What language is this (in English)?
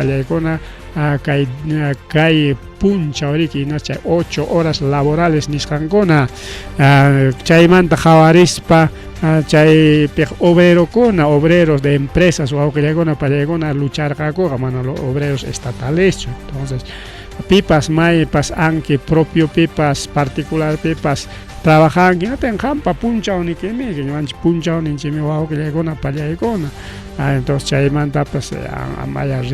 Ayacucho Quechua